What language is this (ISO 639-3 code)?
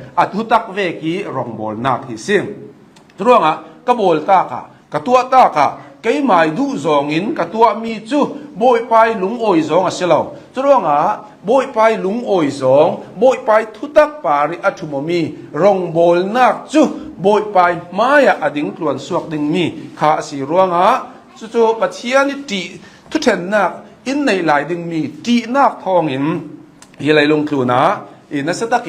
cnh